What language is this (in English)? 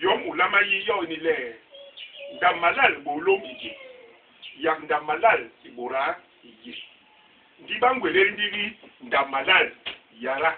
Basaa